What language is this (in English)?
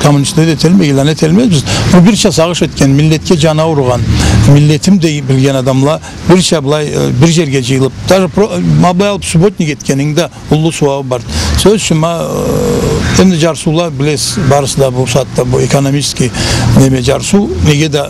Karachay-Balkar